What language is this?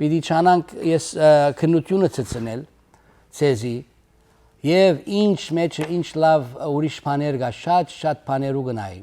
Western Armenian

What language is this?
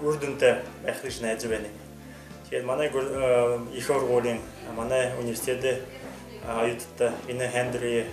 Buriat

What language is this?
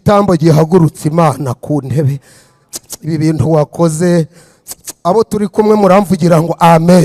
Kinyarwanda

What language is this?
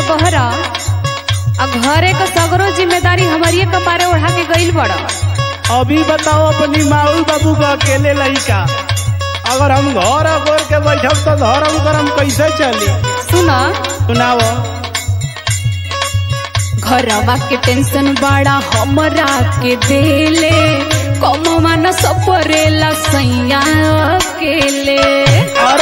Bhojpuri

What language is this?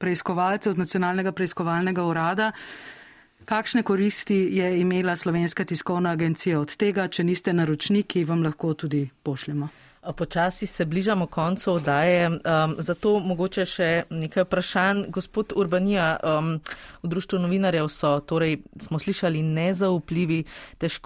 Slovenian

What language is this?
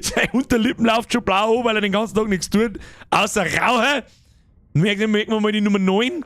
Bavarian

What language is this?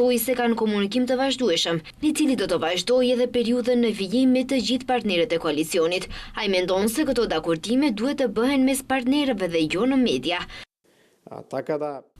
Albanian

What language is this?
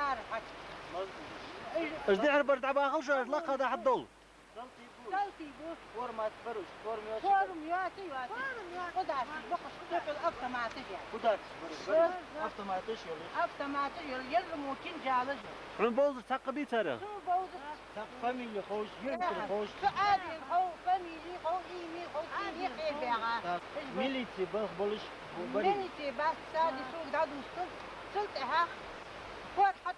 Ingush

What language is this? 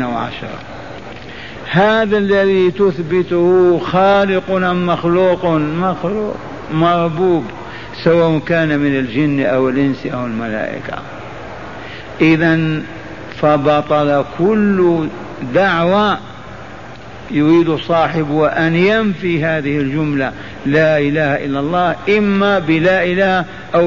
Arabic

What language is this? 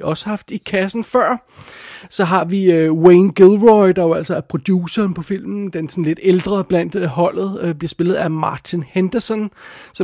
Danish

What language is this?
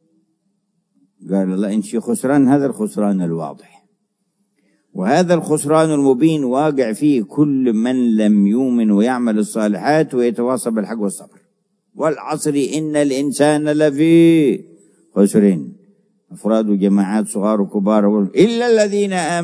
Arabic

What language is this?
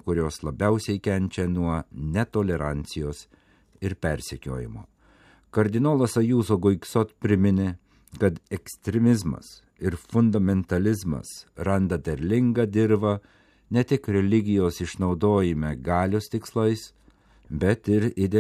Lithuanian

